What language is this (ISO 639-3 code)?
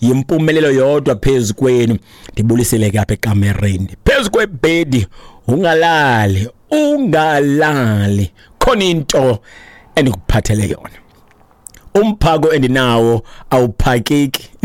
xho